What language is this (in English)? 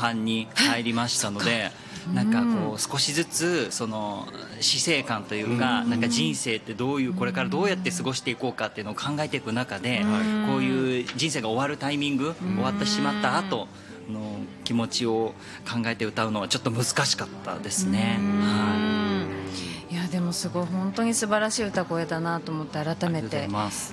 Japanese